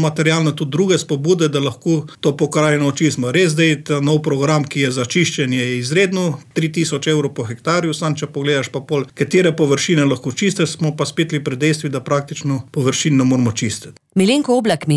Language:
Slovenian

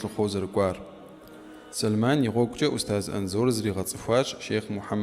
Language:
Kabardian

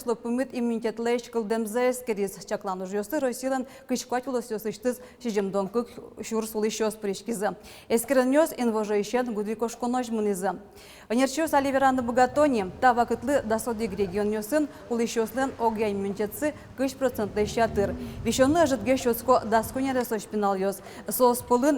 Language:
Udmurt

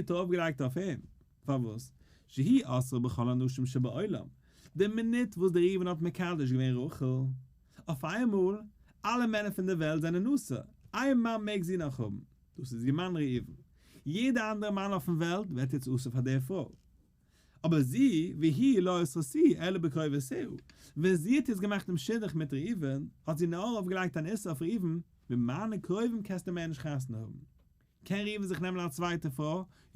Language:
Yiddish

